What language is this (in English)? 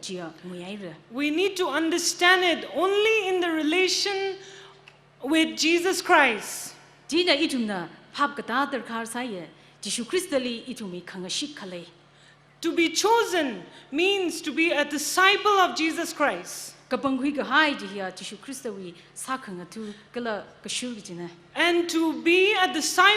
Tangkhul Naga (India)